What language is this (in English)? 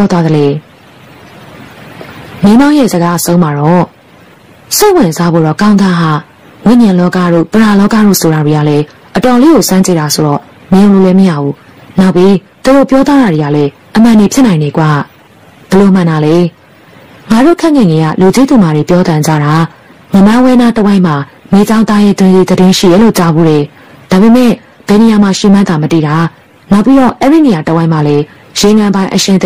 Burmese